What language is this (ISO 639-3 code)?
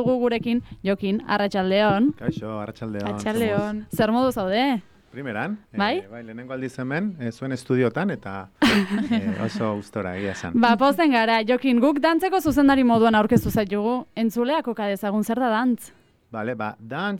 eus